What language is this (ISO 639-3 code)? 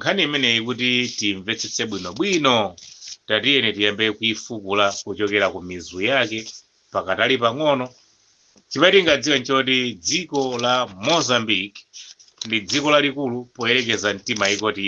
nya